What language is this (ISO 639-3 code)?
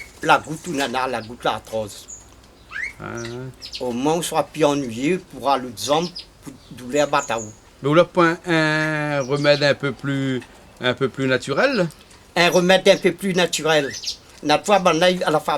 rcf